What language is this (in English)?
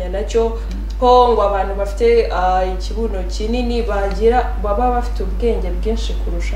Kinyarwanda